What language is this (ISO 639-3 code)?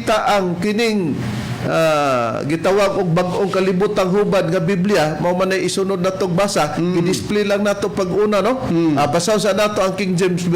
ceb